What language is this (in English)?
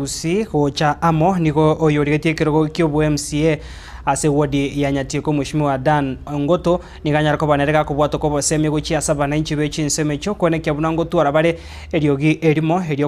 Gusii